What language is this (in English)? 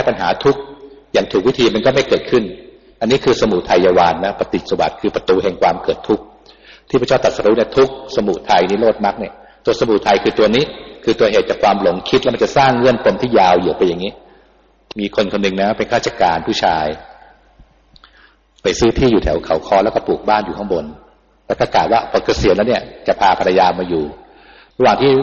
Thai